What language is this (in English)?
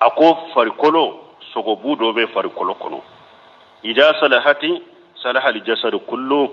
Bambara